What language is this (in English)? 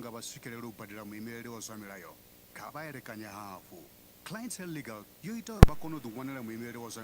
Venda